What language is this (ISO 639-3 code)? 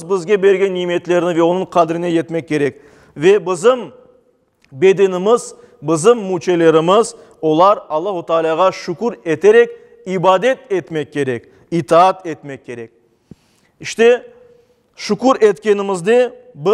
crh